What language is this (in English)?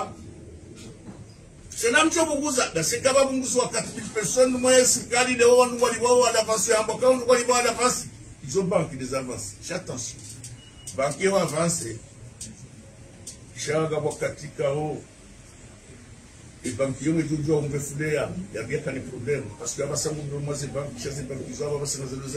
Swahili